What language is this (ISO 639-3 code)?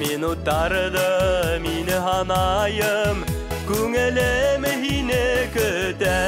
bak